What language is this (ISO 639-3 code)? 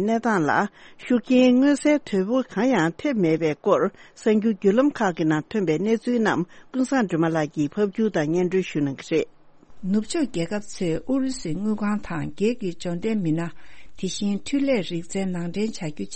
bod